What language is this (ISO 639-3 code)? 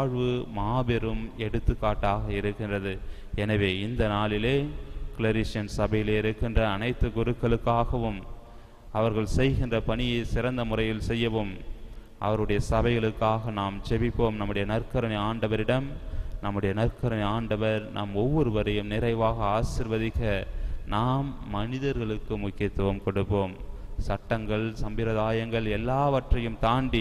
tam